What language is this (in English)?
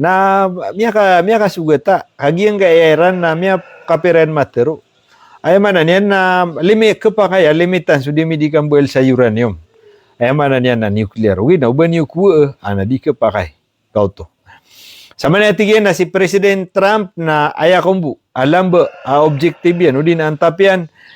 Maranao